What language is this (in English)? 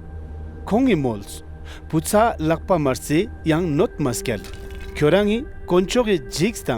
Ladakhi